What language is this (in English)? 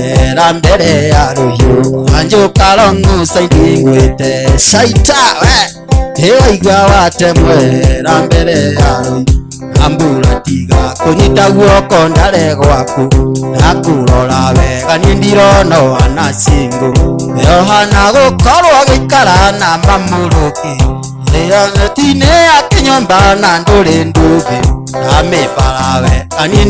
Kikuyu